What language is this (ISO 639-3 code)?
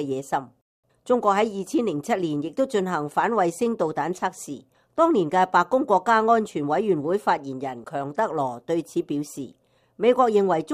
yue